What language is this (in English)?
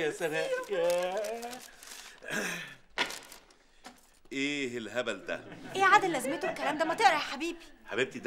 Egyptian Arabic